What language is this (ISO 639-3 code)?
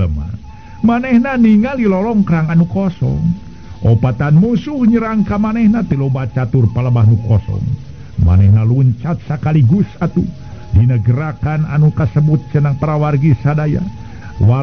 sun